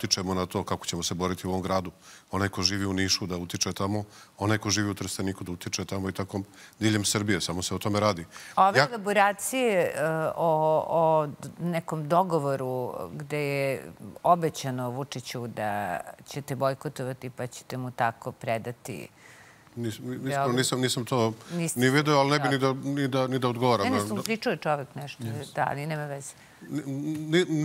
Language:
Serbian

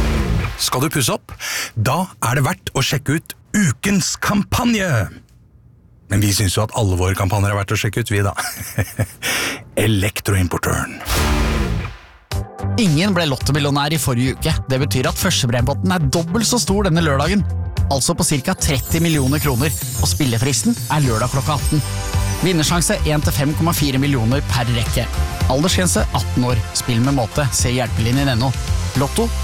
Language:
Norwegian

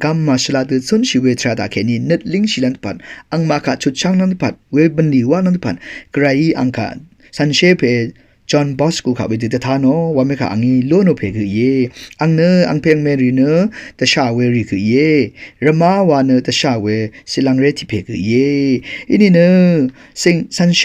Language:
Rawang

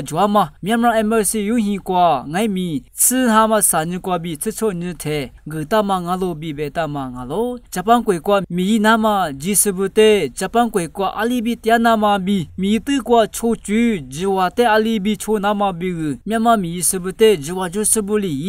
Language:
Lisu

